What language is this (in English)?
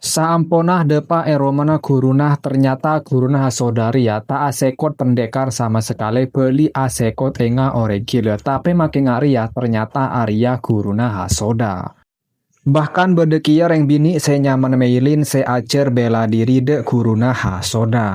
Madurese